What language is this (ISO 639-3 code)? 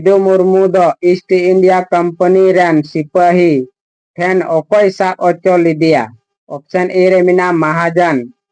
sat